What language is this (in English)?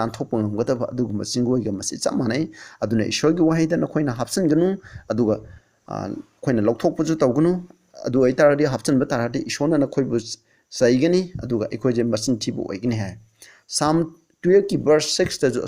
Manipuri